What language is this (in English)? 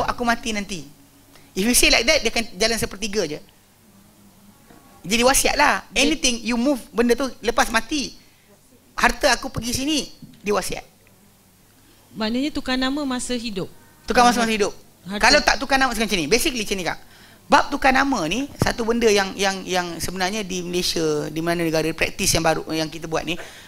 Malay